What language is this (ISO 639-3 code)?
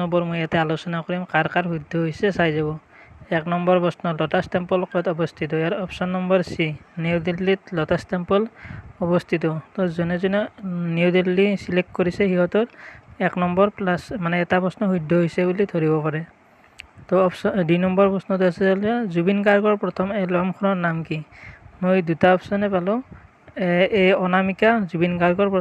asm